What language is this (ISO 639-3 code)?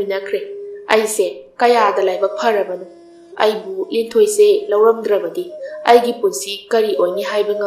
mni